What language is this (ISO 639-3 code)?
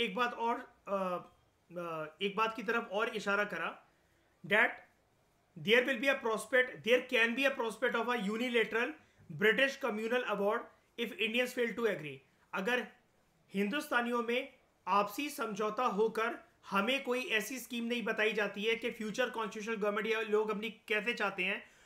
hin